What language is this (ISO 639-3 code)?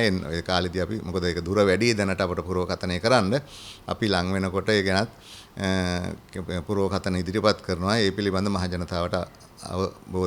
sin